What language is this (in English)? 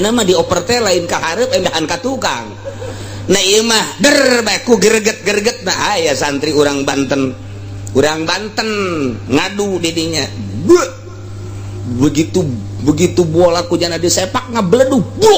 Sundanese